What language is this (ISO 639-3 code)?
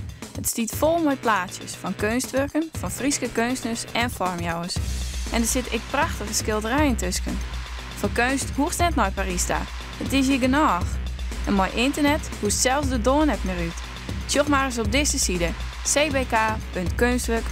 fry